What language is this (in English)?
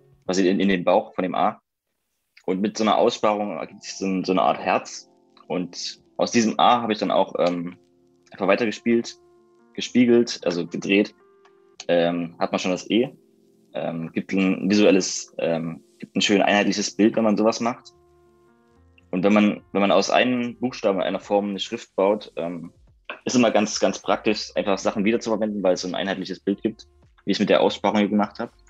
German